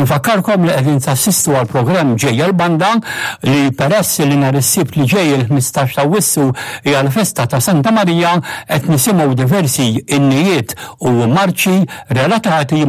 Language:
Maltese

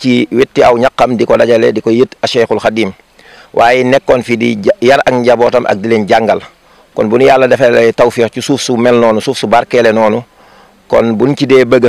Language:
Wolof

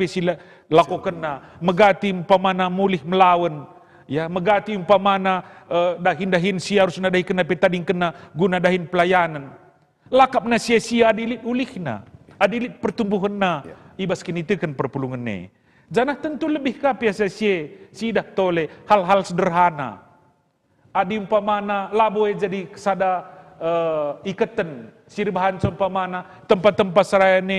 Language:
Batak Karo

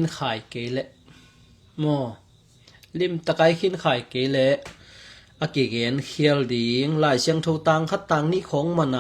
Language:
Tedim Chin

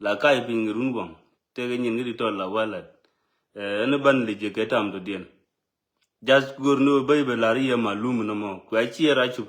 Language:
Nuer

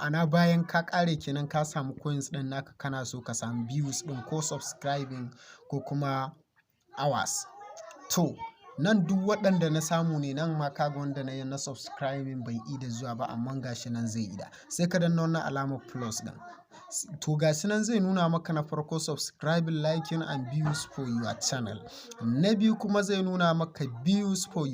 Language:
Hausa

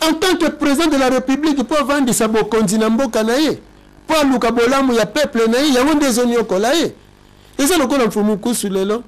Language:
Lingala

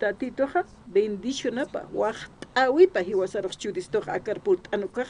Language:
Aymara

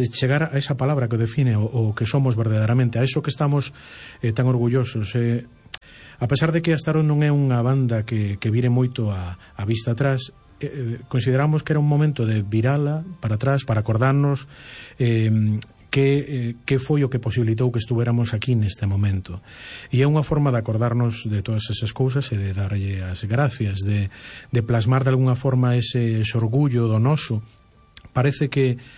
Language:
Galician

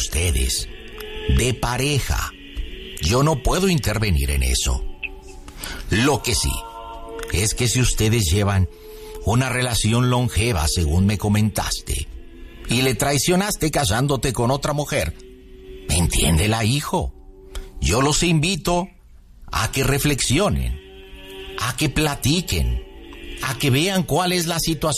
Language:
Spanish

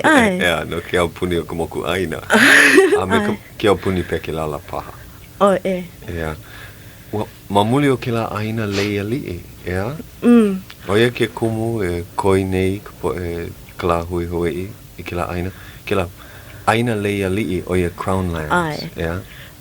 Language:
Hawaiian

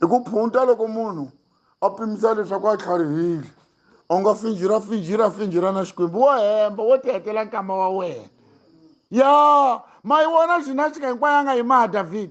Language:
Tsonga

